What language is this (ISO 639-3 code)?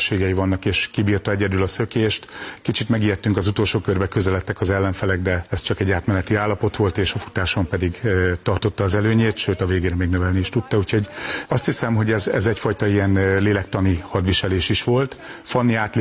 hun